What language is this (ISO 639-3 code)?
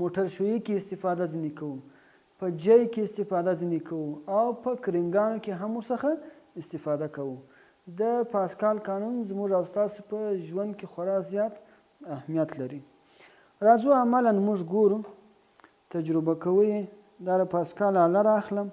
pus